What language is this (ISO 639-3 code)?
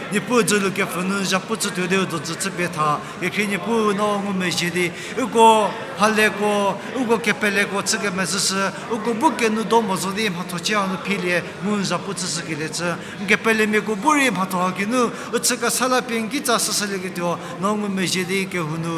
njm